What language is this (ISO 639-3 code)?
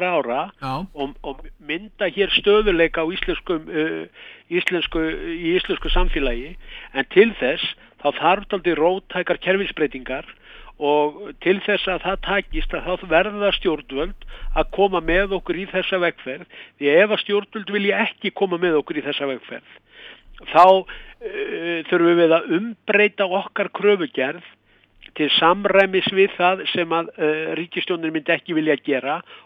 isl